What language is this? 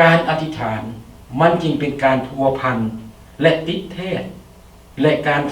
Lao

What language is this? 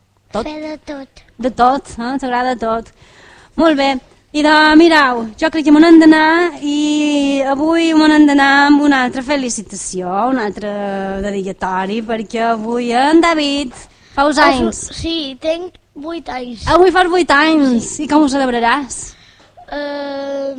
Catalan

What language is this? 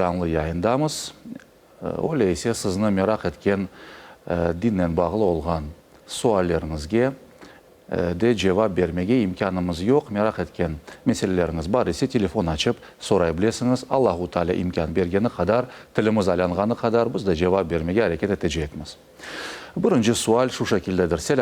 Crimean Tatar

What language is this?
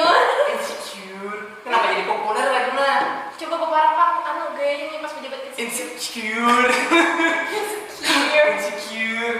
Banjar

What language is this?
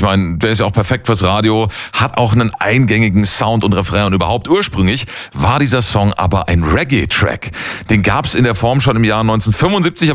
German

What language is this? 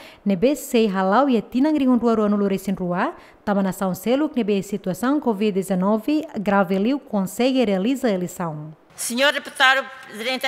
Tetum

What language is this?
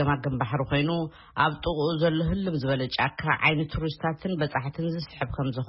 Tigrinya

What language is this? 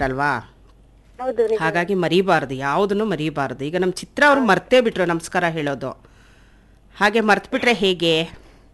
Kannada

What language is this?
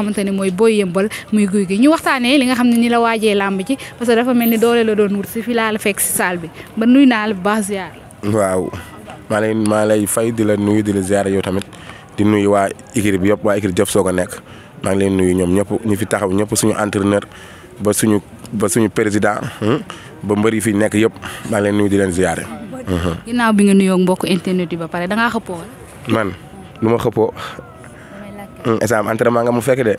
Wolof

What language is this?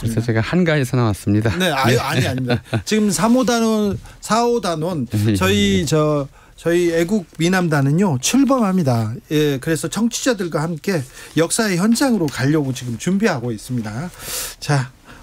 Korean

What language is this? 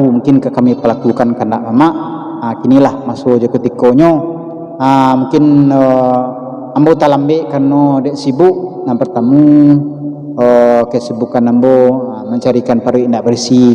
Minangkabau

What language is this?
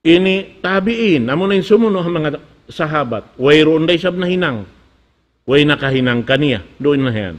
Tausug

